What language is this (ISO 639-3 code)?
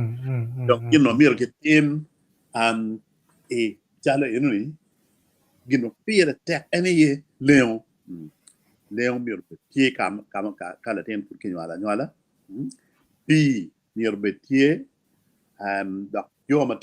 ach